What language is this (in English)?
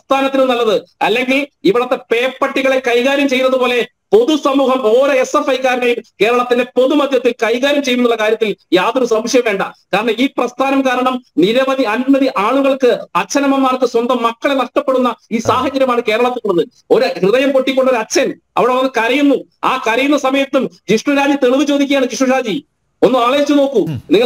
Malayalam